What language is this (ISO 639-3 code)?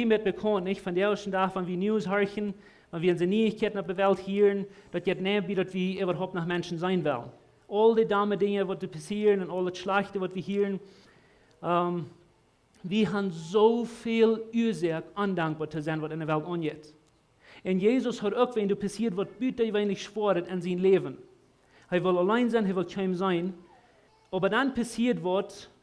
pdt